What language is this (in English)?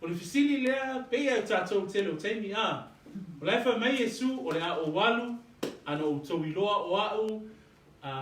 Samoan